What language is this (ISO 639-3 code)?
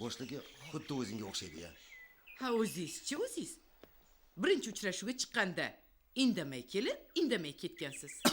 uzb